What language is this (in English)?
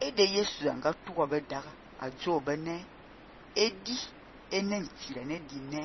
Fang